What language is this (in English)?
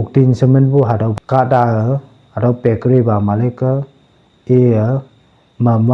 Konyak Naga